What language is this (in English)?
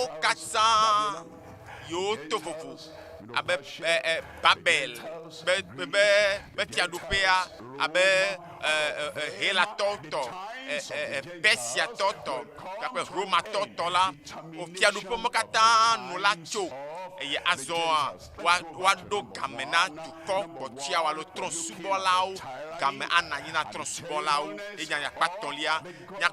Ewe